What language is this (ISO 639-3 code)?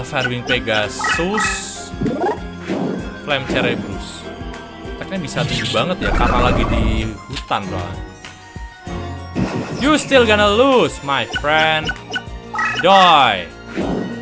ind